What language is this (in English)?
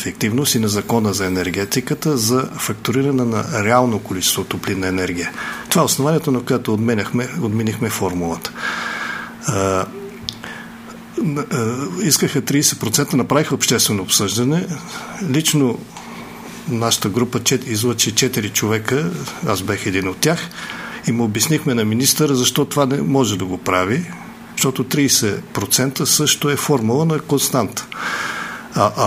Bulgarian